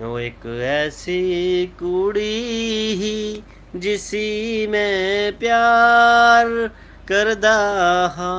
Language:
Dogri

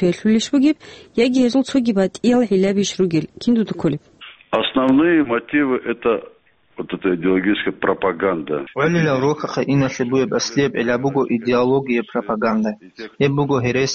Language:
Avaric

